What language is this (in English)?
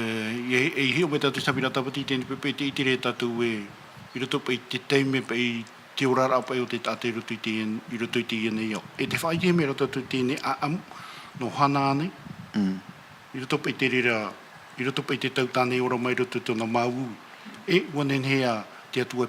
Tahitian